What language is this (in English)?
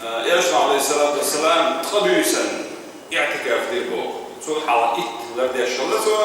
Chechen